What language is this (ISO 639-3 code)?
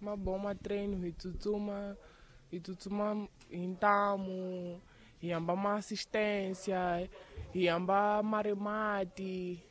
tso